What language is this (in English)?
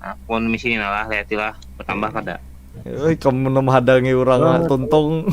Banjar